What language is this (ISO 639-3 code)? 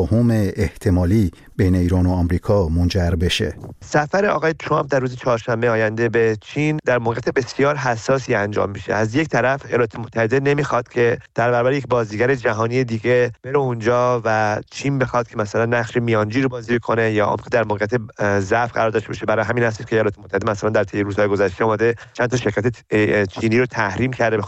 fas